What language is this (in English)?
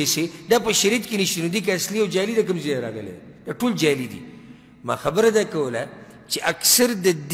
Pashto